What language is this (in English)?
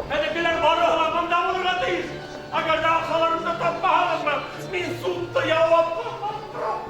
Bashkir